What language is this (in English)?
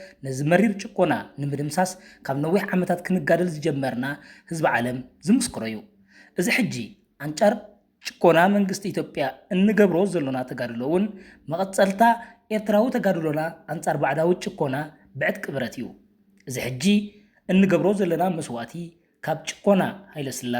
Tigrinya